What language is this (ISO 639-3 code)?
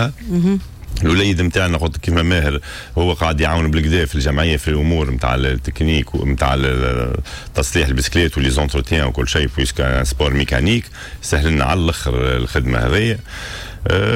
aeb